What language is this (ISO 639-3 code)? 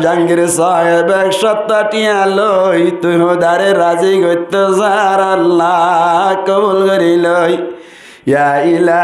rhg